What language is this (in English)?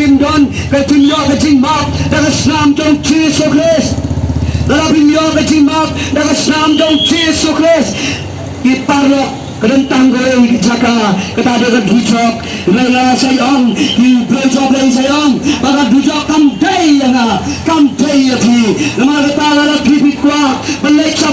Khasi